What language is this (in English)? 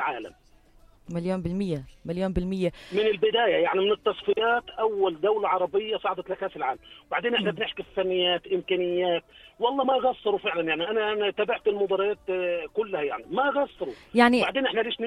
North Levantine Arabic